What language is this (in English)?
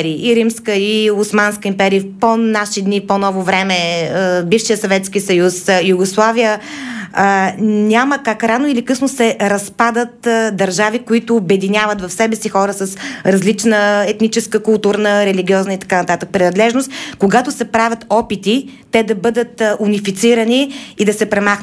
Bulgarian